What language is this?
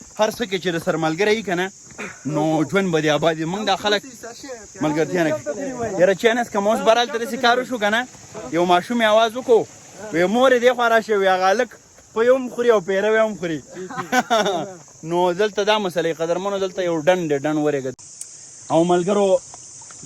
Pashto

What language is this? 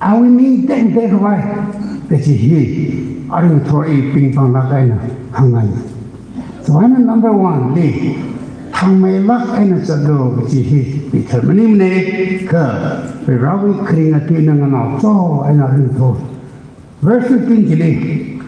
Tangkhul Naga (India)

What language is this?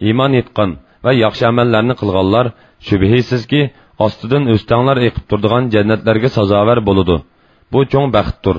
Uyghur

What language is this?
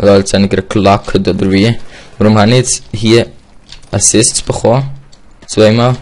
Swiss German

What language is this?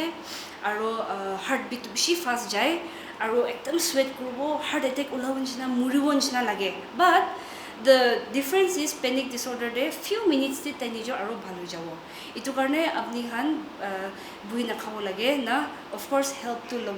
Naga Pidgin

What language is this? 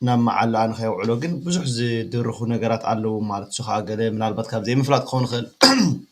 Tigrinya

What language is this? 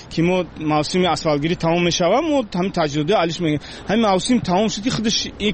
Persian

